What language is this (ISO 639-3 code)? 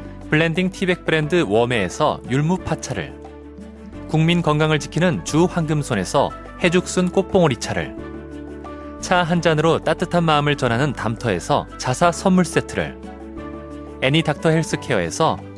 kor